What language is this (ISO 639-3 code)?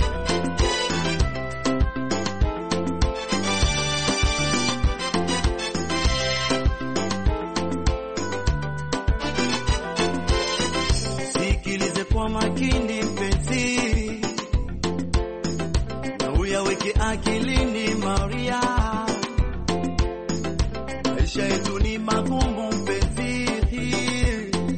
swa